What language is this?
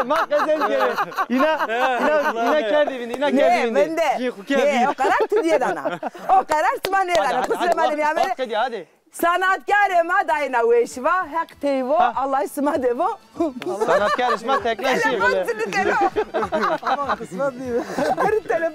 Zaza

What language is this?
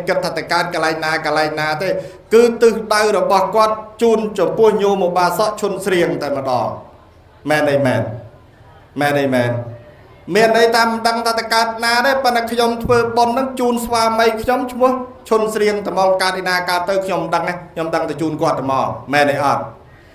Khmer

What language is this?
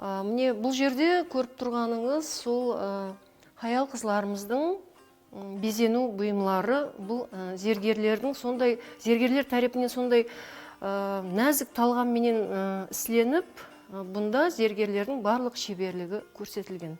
Kara-Kalpak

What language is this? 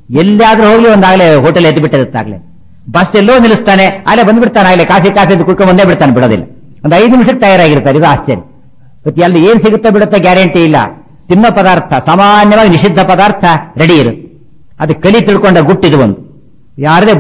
Kannada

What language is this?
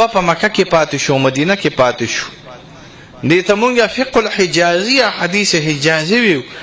Pashto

